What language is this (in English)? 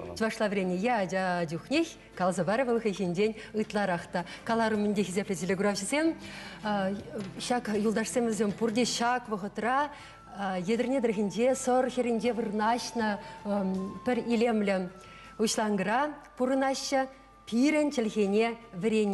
Chuvash